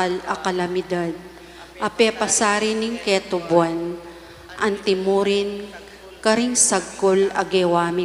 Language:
Pampanga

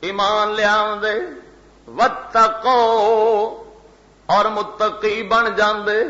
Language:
Western Panjabi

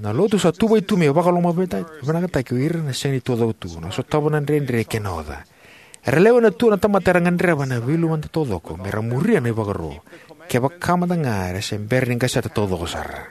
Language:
Fijian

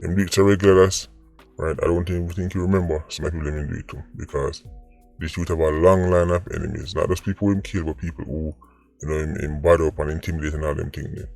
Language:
Jamaican Creole English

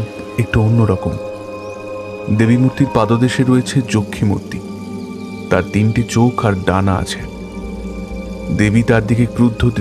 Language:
Bangla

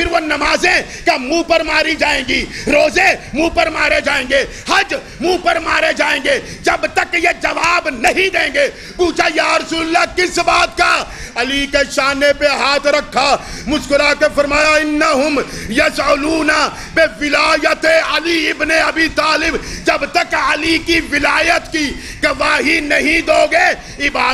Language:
Urdu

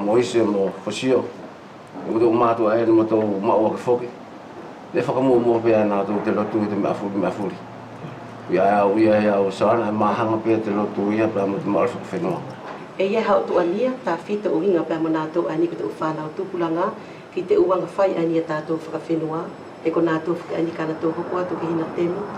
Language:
Wallisian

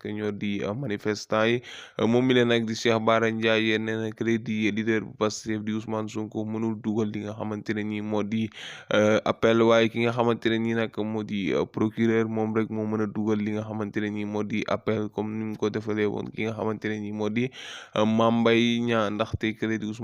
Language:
Wolof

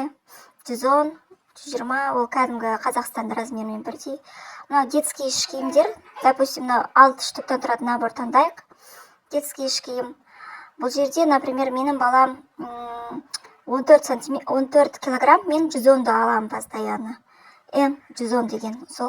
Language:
Kazakh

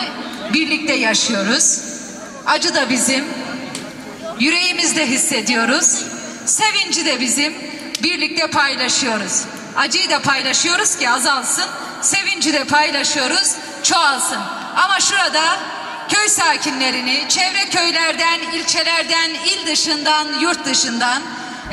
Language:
Turkish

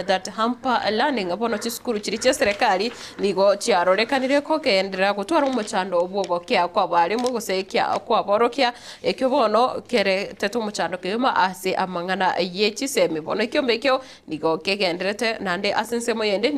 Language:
Gusii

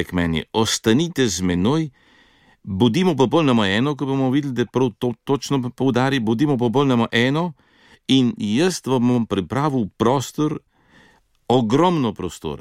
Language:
Slovenian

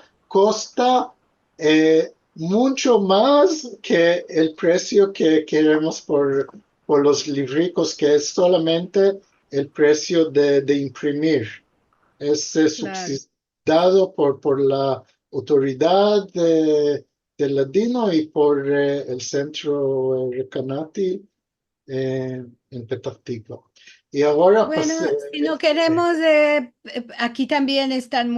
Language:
Ladino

